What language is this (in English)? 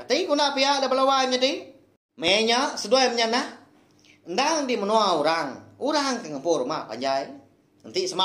Iban